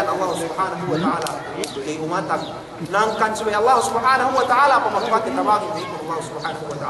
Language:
Yakan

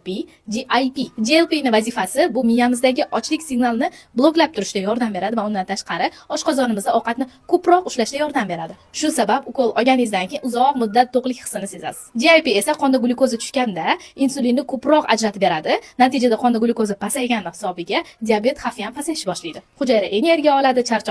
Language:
Uzbek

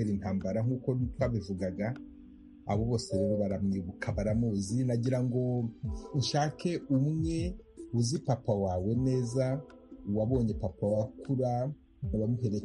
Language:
Kinyarwanda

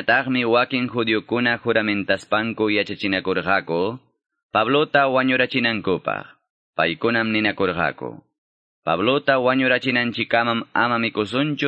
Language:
Quechua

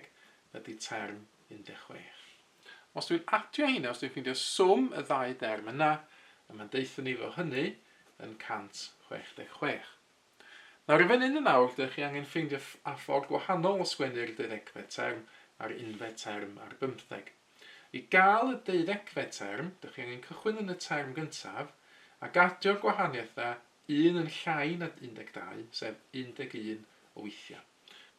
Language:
Welsh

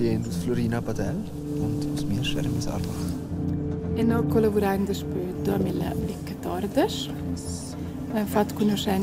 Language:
Romansh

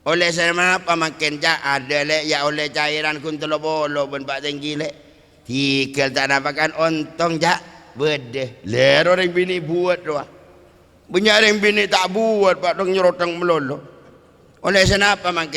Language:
Madurese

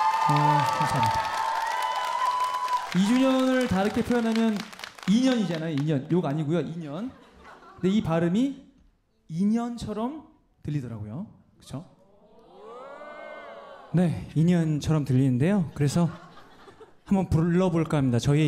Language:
Korean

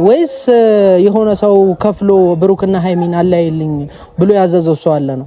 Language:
Amharic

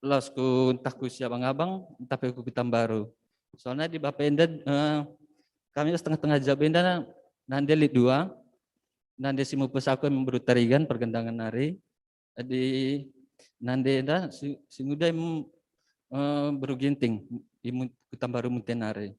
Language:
Batak Karo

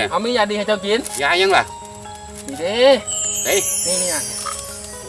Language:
Lao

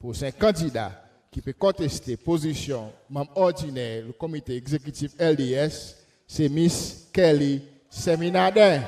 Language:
Seselwa Creole French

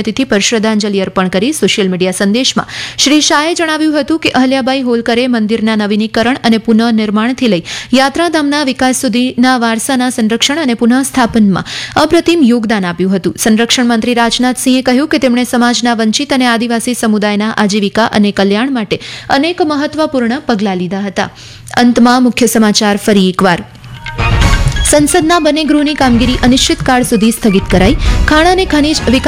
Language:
Gujarati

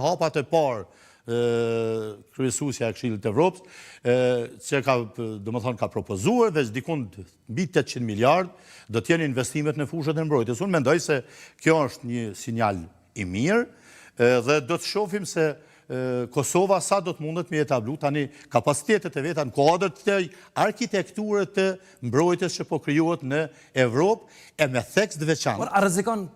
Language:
Albanian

